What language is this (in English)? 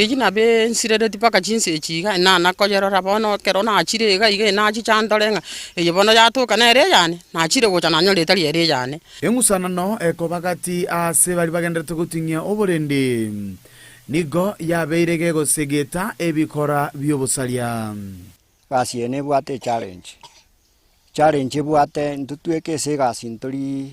Gusii